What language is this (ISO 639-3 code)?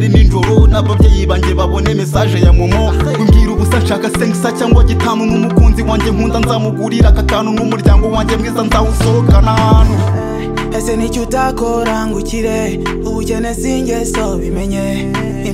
kin